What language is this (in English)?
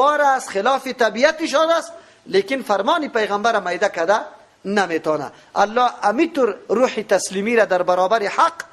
Persian